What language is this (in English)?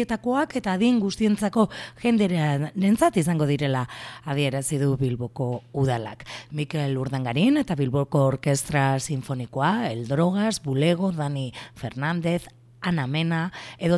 Basque